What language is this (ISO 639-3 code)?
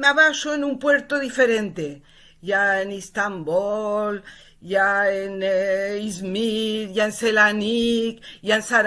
lad